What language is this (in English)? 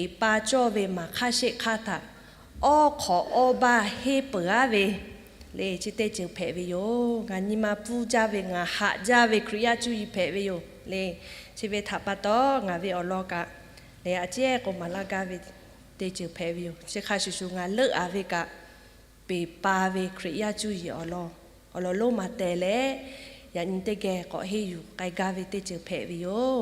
Lahu